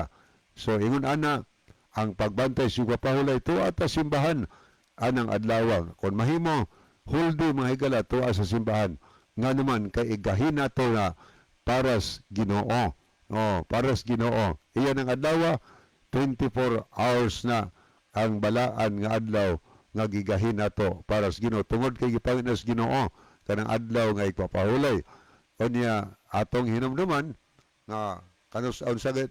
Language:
Cebuano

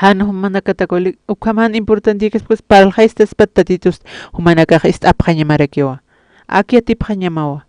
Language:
Aymara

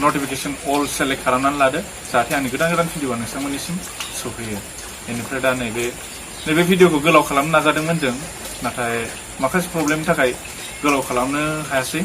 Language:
Bodo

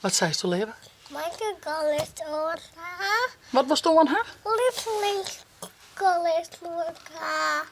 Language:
Western Frisian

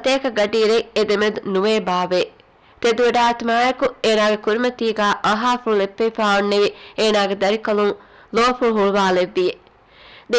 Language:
Divehi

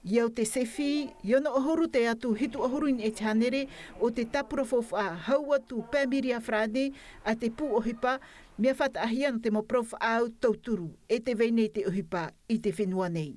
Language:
Tahitian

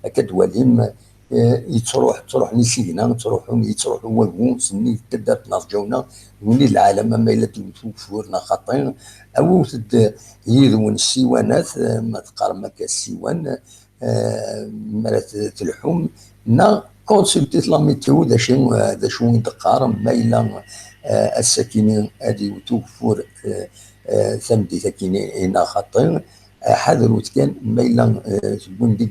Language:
Kabyle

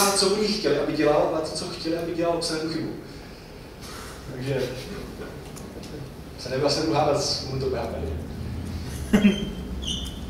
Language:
Czech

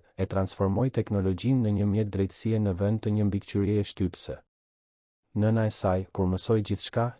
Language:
Albanian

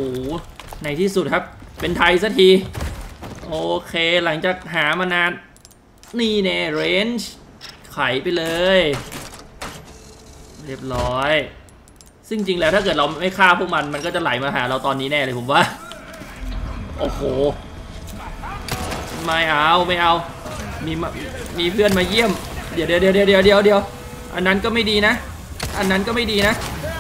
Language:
Thai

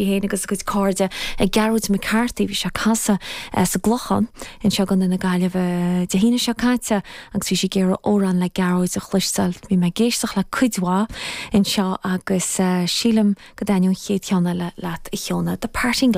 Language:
Irish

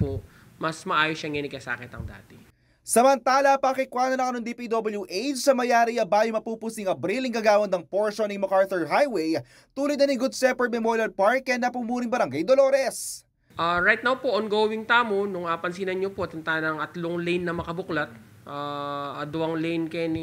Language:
Pampanga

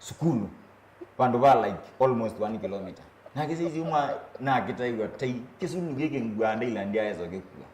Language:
Kamba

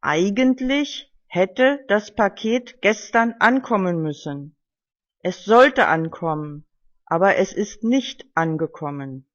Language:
German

